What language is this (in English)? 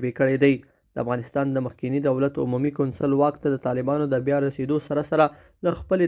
Pashto